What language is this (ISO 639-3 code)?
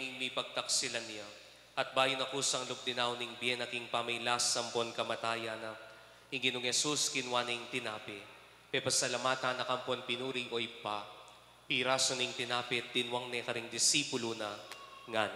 pam